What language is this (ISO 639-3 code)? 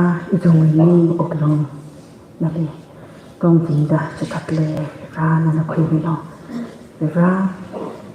nmf